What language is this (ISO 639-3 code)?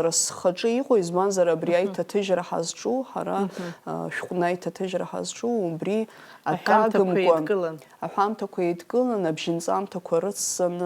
abk